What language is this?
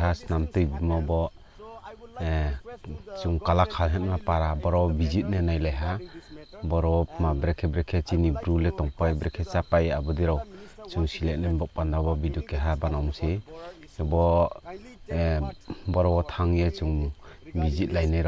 Riang (India)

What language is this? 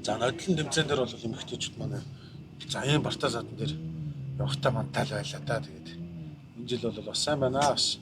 Mongolian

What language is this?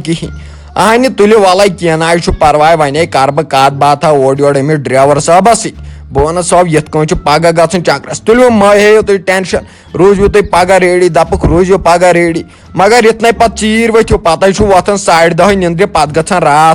Kashmiri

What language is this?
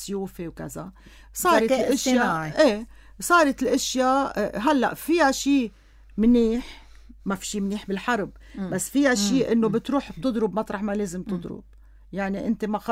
North Levantine Arabic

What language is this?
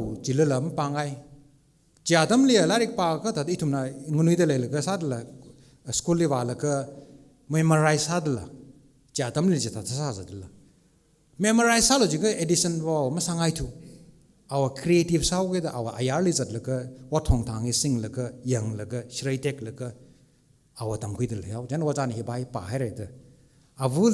Tangkhul Naga (India)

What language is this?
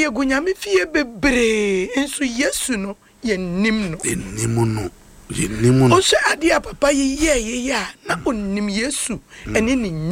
Akan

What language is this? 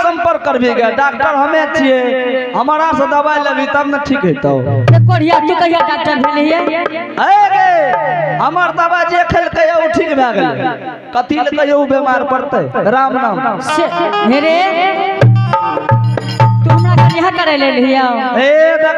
Angika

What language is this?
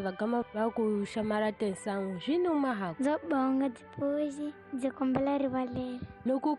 Tsonga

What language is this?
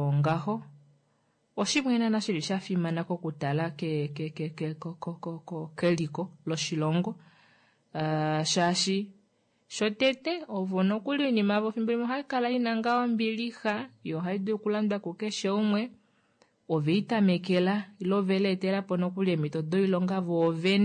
Kuanyama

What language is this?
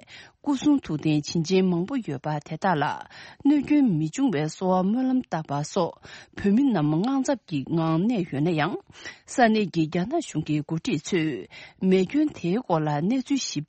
Tibetan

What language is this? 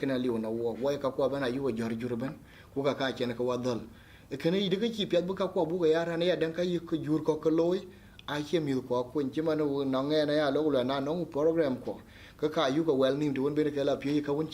Dinka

